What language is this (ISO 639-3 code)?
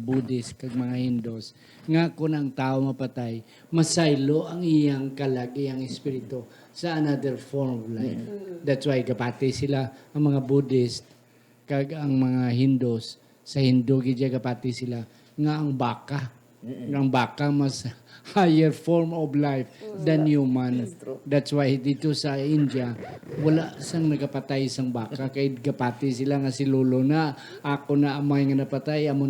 hil